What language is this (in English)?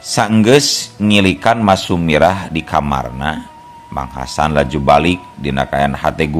Sundanese